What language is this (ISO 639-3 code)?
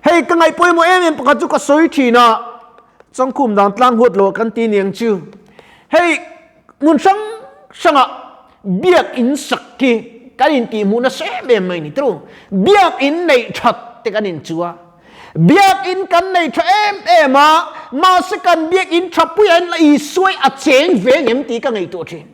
lus